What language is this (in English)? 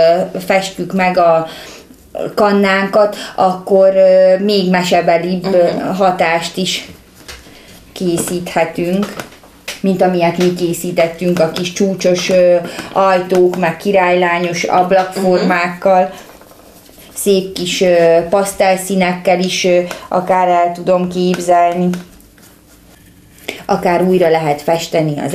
Hungarian